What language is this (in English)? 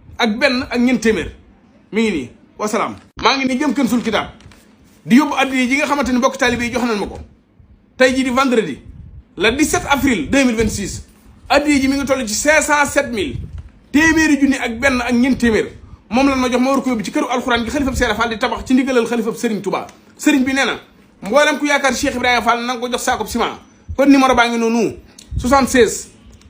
Wolof